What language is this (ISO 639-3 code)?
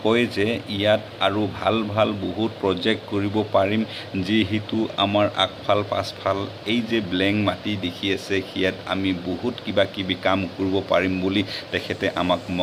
asm